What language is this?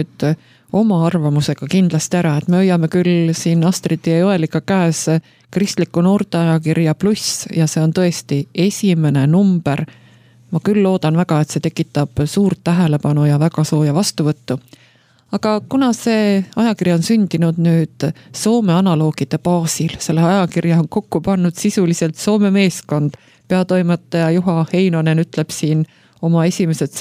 Estonian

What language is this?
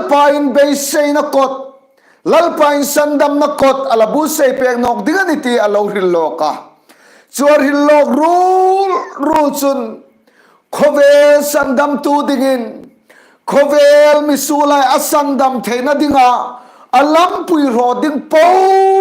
Hmar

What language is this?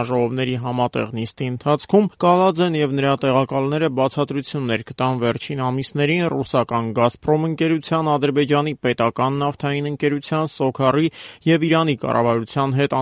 Armenian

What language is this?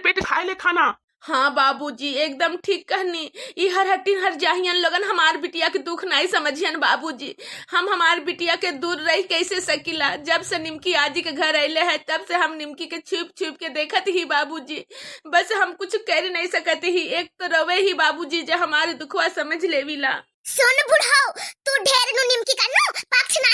Bhojpuri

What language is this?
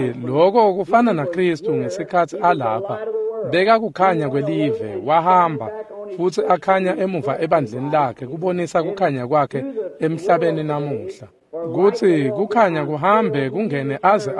Swati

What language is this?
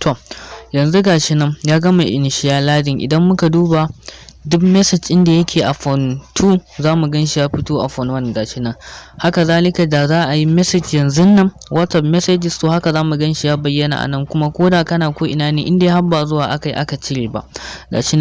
Hausa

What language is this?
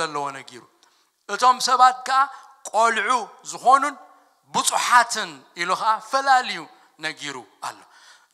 Tigrinya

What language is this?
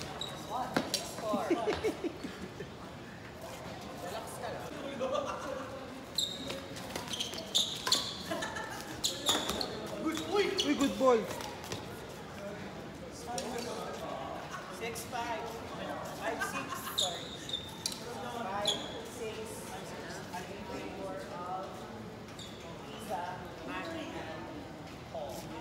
Filipino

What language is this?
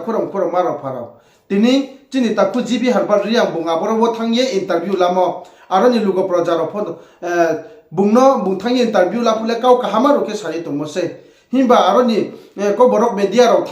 Riang (India)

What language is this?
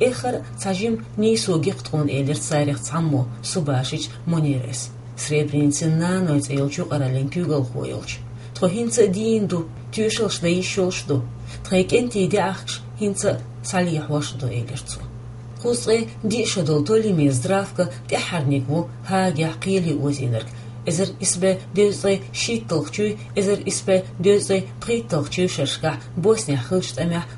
Chechen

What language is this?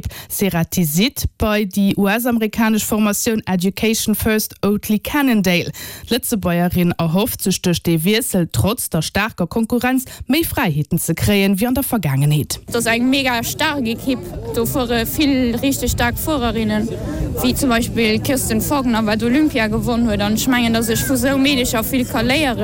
Luxembourgish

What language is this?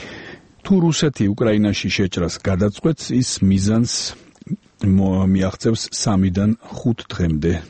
Georgian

